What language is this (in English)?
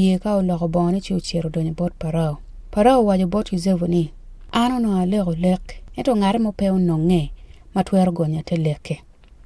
Acoli